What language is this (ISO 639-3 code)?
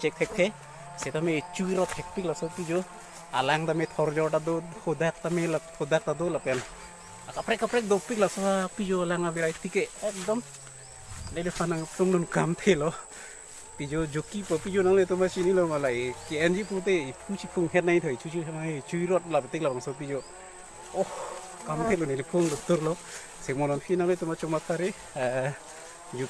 mjw